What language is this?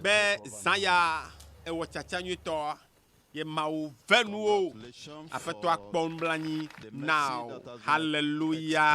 Ewe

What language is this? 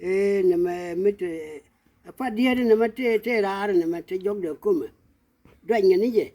Nuer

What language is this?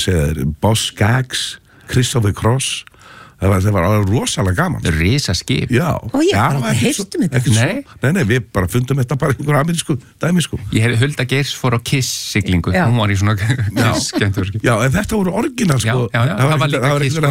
Icelandic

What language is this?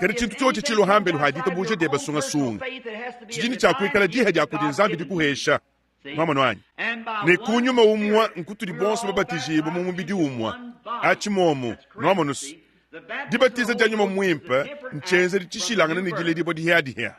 Luba-Lulua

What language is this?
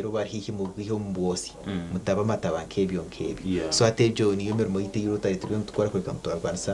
Nyankole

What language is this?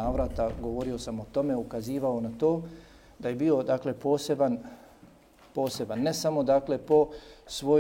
Bosnian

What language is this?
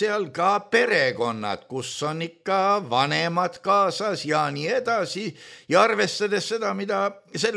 Estonian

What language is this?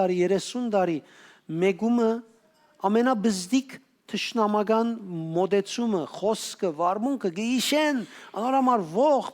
Western Armenian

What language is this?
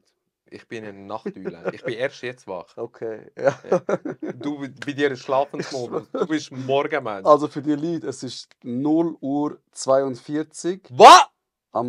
Swiss German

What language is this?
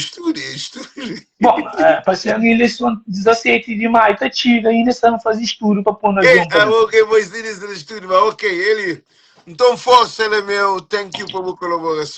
Kabuverdianu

